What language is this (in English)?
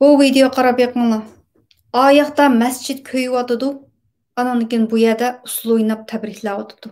Uyghur